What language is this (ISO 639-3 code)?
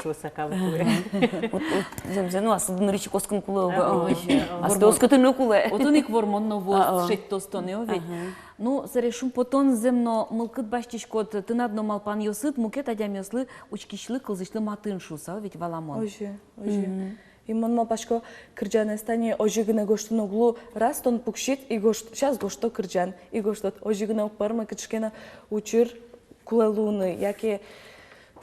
udm